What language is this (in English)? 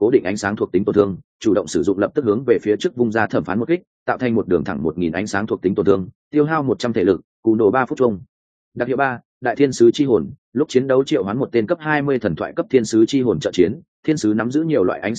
Vietnamese